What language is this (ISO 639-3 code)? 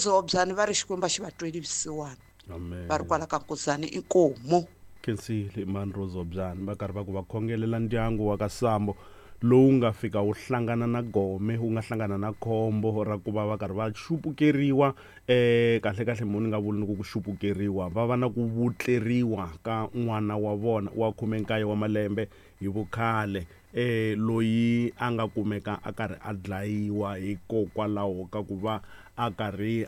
tso